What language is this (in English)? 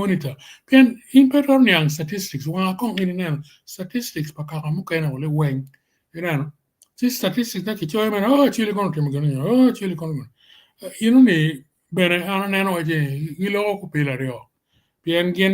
Acoli